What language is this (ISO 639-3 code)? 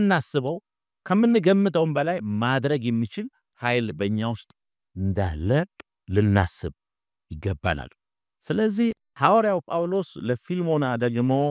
amh